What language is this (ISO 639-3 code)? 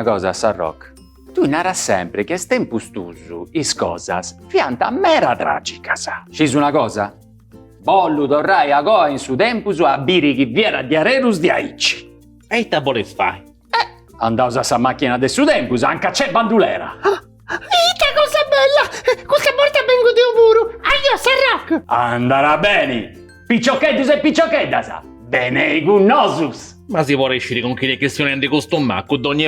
srd